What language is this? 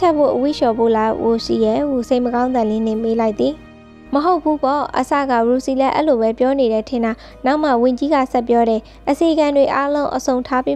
Burmese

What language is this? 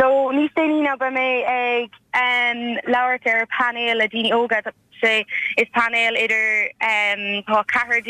Irish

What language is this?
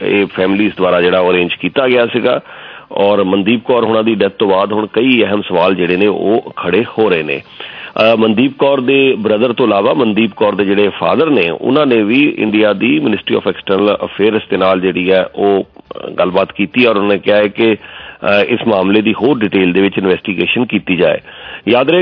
Punjabi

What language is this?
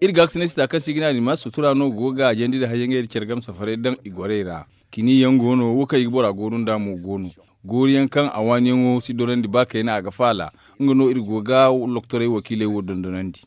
Zarma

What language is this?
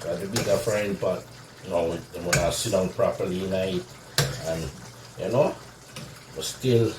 Jamaican Creole English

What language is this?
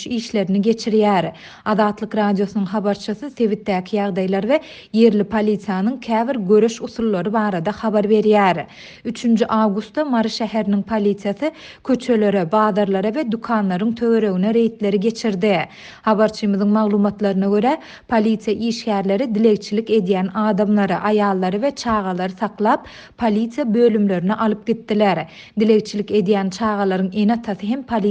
Turkmen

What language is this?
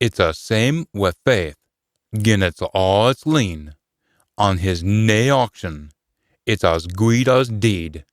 Scots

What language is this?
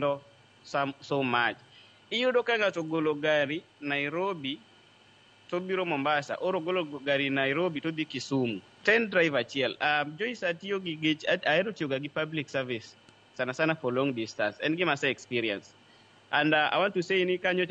Luo (Kenya and Tanzania)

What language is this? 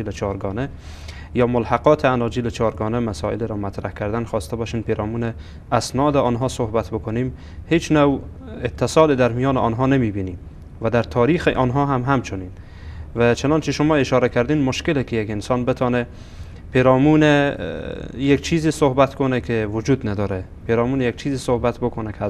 Persian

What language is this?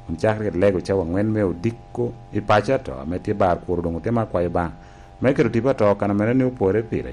Lango (Uganda)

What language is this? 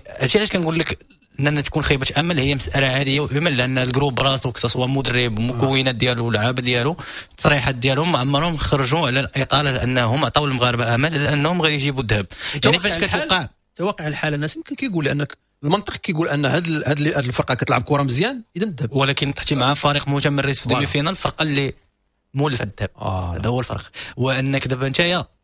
Moroccan Arabic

